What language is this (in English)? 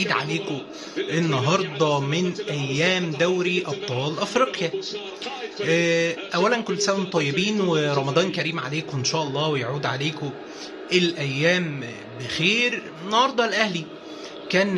Egyptian Arabic